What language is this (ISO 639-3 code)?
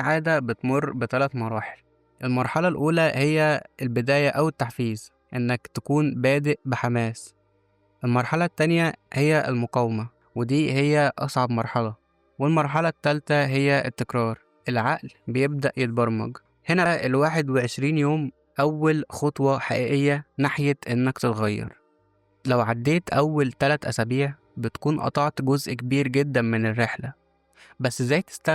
arz